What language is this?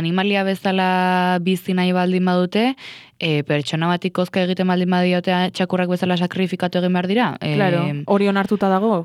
Basque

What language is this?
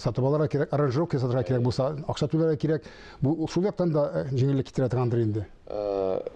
Tatar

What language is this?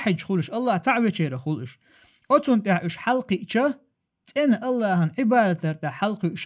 Chechen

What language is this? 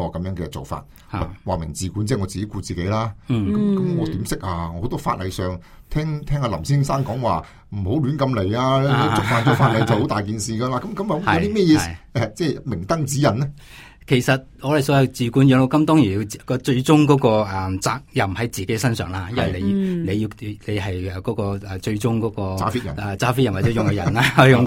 Cantonese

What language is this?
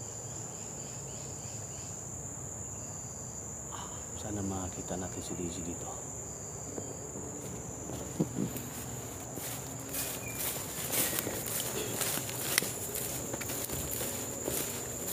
Filipino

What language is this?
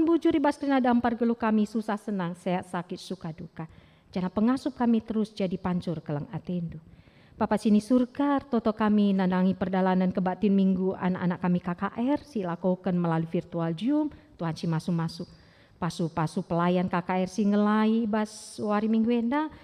Batak Karo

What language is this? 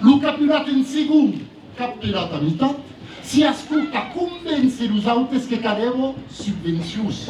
Occitan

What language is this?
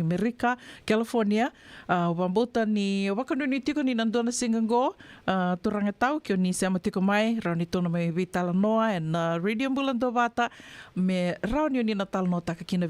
Fijian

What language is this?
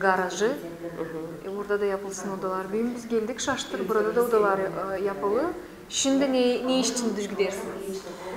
Gagauz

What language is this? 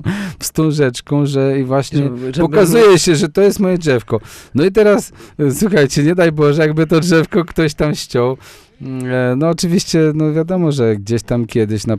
Polish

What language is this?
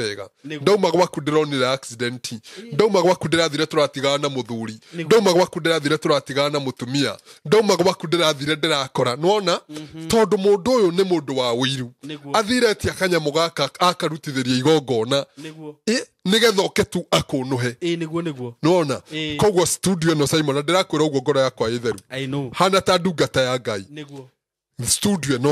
Kikuyu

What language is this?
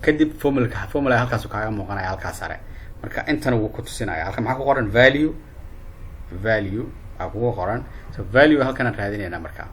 Somali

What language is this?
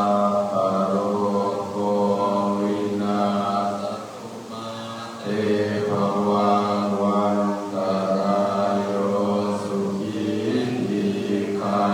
Pali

